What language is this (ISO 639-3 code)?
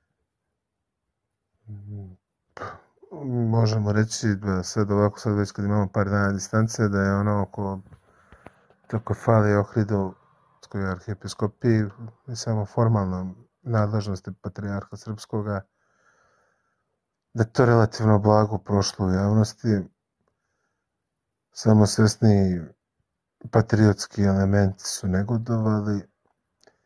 srp